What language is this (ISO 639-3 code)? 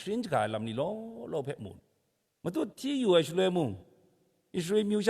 kac